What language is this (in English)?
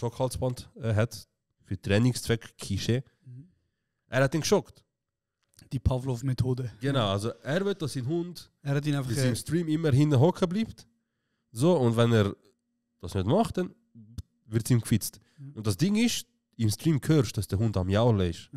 Swiss German